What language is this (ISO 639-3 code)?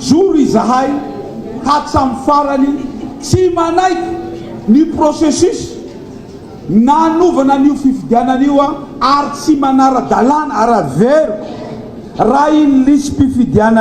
mlg